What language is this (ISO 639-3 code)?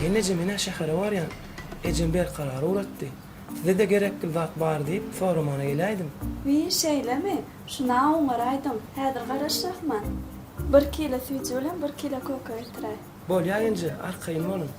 tuk